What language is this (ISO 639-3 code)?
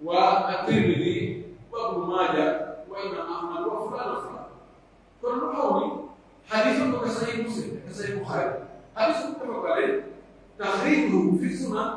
fuf